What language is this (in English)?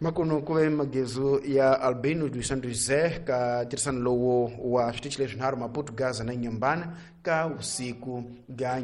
Tsonga